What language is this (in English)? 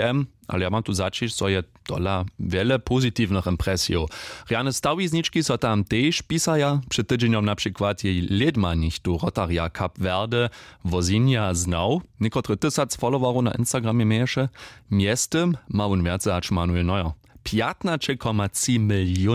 Upper Sorbian